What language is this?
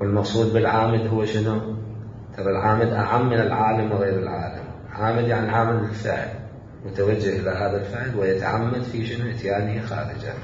Mesopotamian Arabic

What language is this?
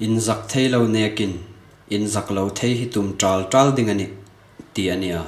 Hmar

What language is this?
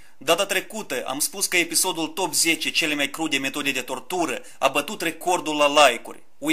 Romanian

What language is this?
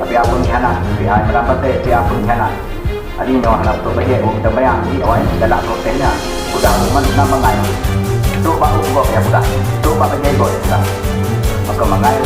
Achinese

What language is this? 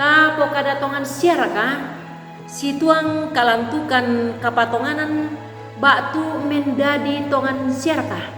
Toraja-Sa'dan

